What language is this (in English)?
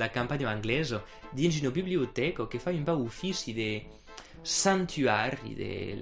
Occitan